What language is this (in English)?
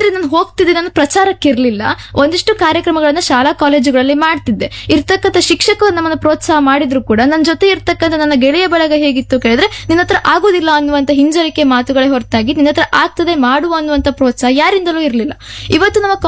Kannada